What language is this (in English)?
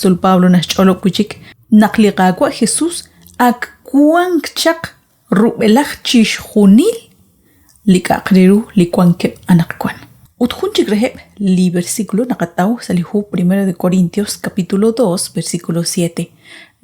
Kekchí